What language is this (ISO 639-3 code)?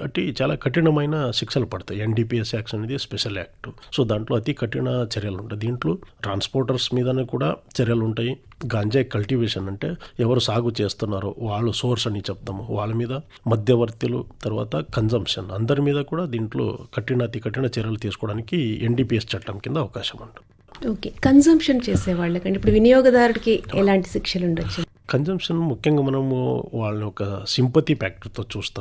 tel